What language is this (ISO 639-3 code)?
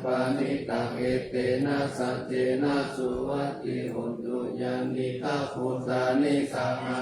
pli